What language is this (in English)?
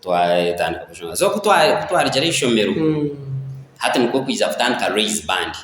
Nyankole